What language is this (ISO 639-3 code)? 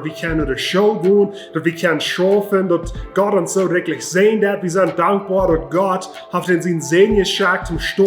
pdt